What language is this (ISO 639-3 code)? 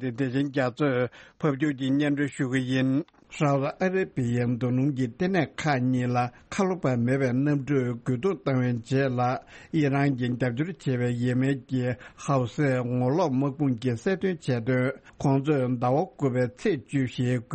bod